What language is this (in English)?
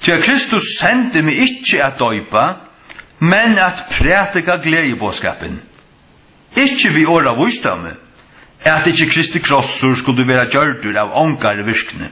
Faroese